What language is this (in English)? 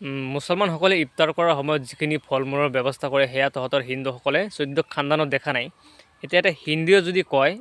Assamese